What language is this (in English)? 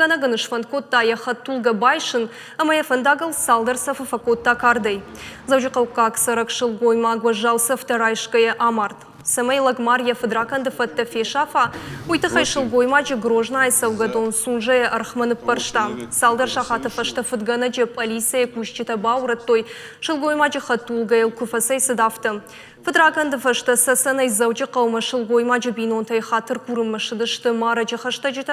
Ossetic